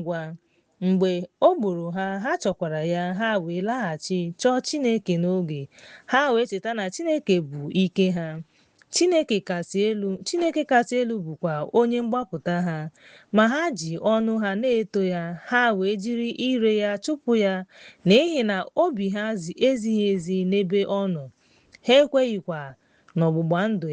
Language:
Igbo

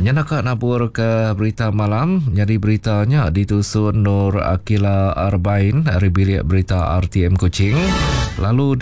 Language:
Iban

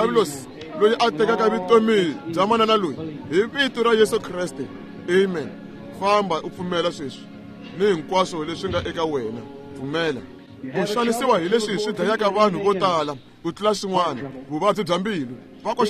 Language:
Tsonga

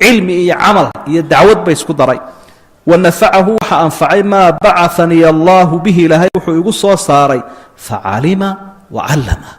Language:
Somali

